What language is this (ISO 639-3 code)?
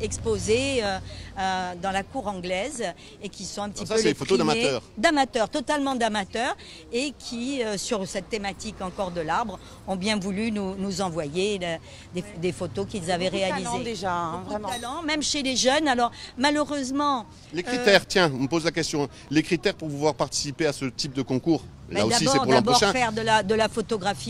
fra